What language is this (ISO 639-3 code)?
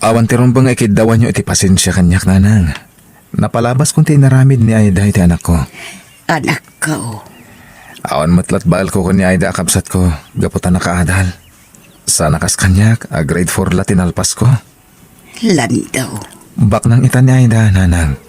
ilo